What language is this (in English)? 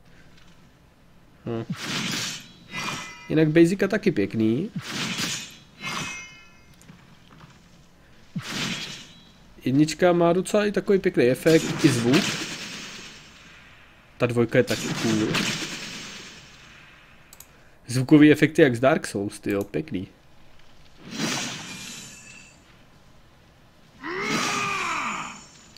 Czech